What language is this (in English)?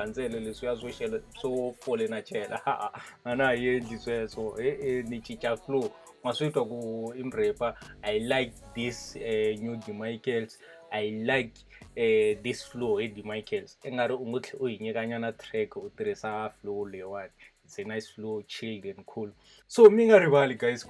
Tsonga